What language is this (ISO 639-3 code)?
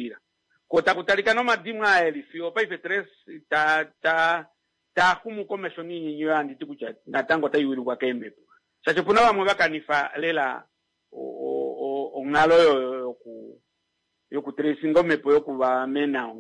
kua